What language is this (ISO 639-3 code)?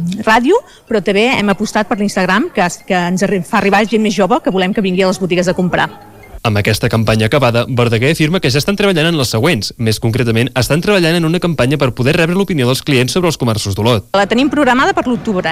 cat